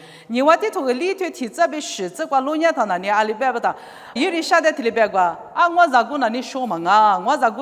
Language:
Lisu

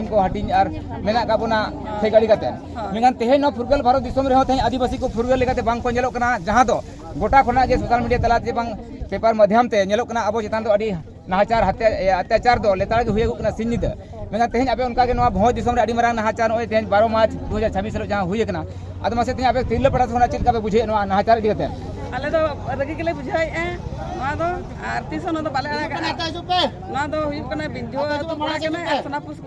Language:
Santali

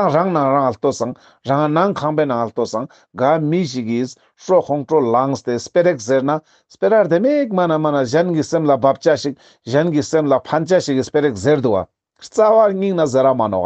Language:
Ladakhi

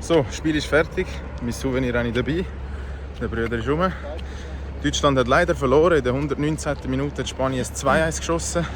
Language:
Swiss German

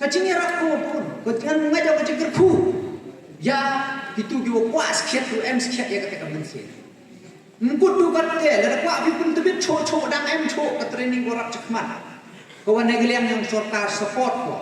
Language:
Pnar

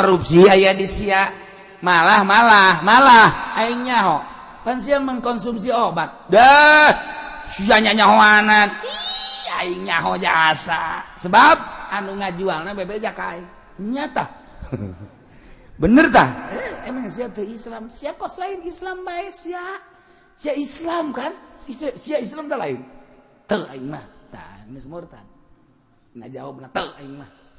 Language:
Sundanese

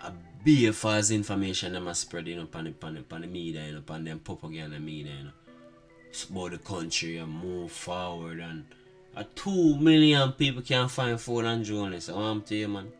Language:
Jamaican Creole English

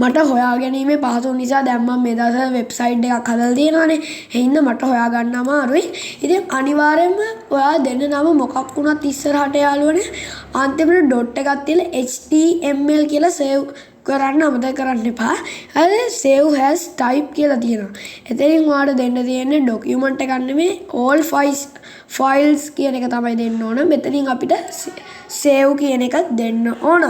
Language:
Sinhala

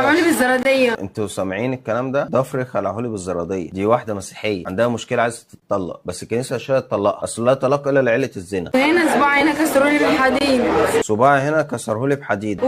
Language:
Egyptian Arabic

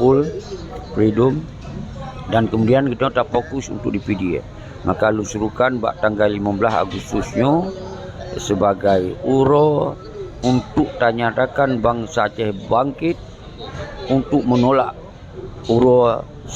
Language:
Achinese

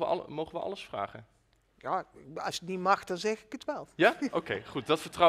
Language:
Dutch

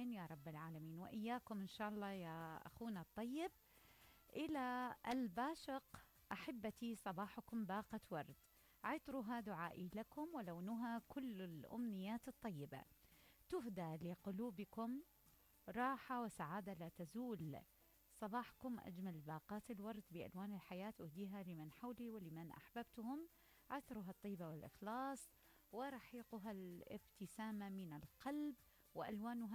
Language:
Mesopotamian Arabic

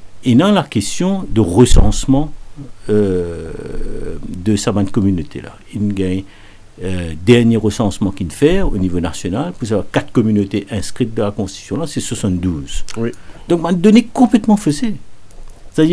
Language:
Morisyen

